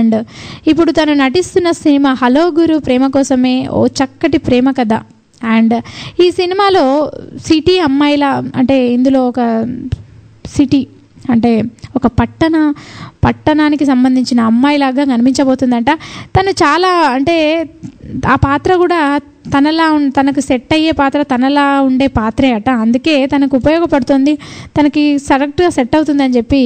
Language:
Telugu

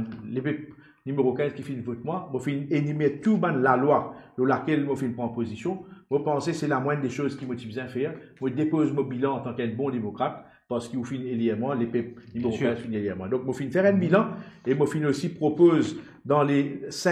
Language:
Morisyen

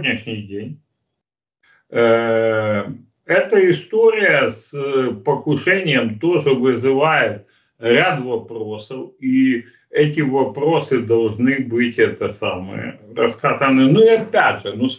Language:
Russian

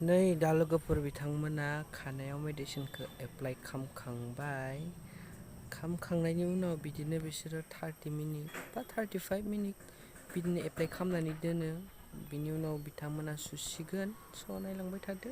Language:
Bodo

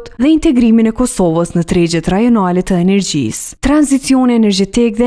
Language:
Albanian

